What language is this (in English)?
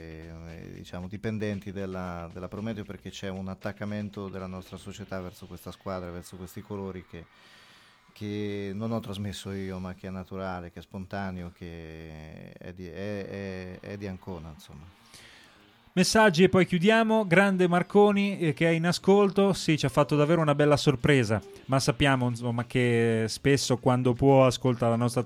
Italian